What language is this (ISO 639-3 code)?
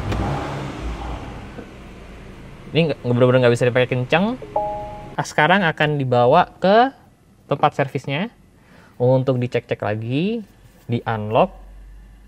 ind